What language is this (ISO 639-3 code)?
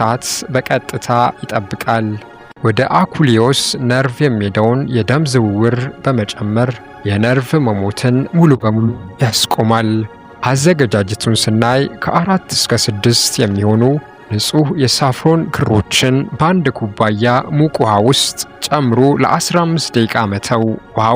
amh